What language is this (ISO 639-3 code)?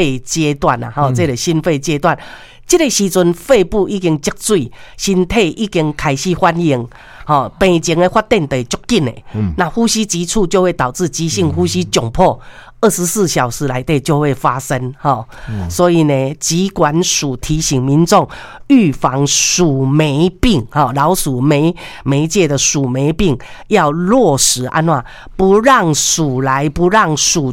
nan